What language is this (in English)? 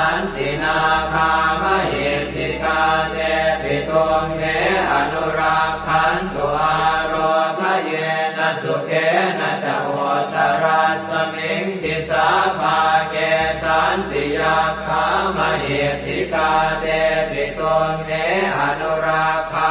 Pali